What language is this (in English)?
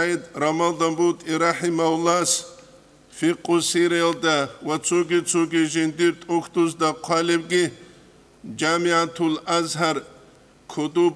Avaric